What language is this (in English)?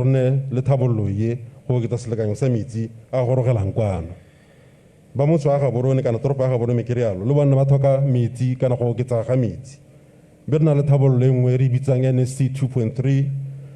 Tswana